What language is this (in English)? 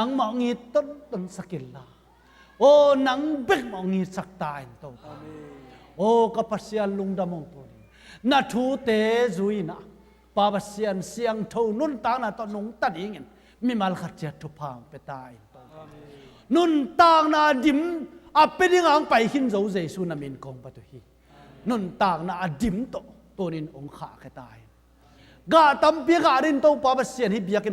Tedim Chin